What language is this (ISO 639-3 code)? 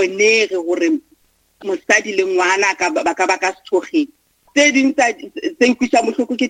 nso